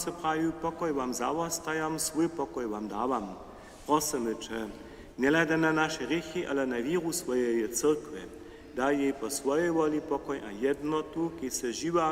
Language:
Upper Sorbian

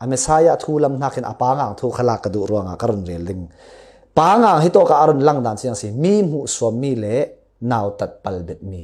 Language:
Falam Chin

